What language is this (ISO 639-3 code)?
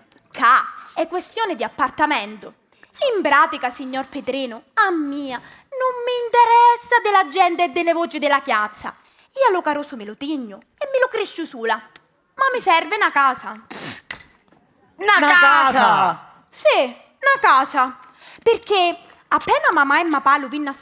scn